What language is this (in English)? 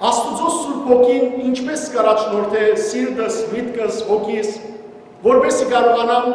Western Armenian